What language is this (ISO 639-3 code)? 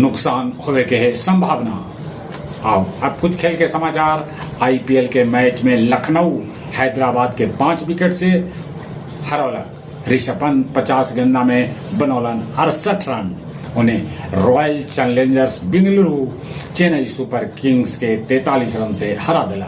mag